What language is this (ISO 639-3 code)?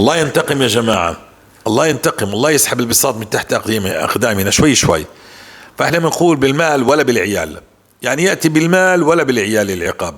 apc